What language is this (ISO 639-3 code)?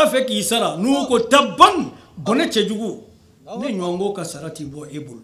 bam